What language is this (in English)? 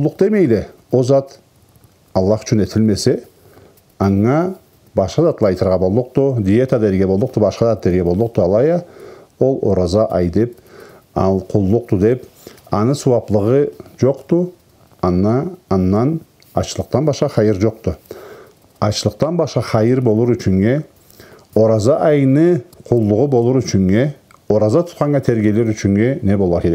Karachay-Balkar